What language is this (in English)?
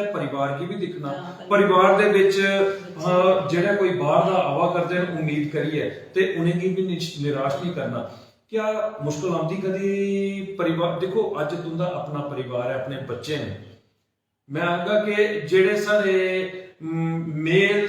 Dogri